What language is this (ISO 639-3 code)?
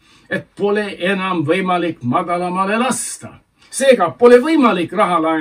est